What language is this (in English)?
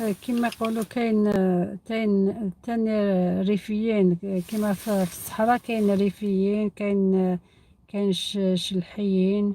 Algerian Arabic